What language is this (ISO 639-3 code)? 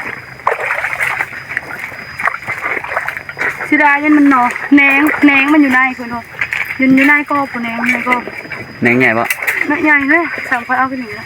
tts